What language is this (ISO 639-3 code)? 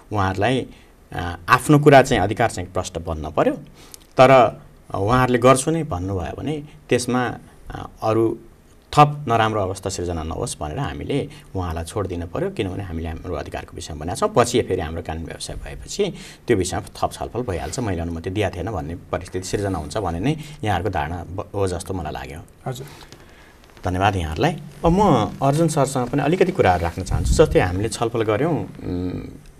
nep